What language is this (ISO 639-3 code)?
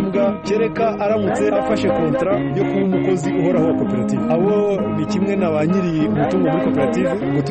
kin